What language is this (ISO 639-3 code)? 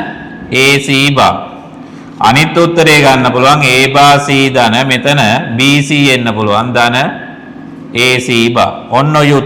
sin